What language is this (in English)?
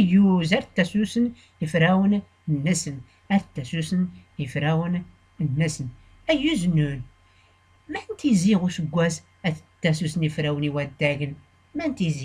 Tachelhit